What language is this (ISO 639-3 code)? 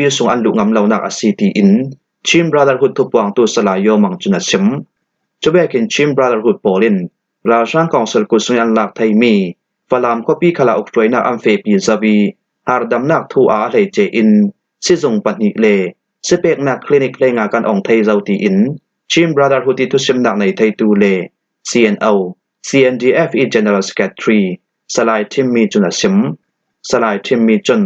cfm